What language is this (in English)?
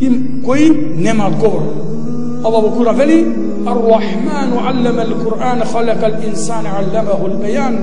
Macedonian